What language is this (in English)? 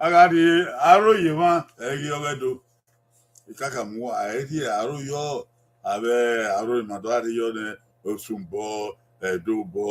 Bini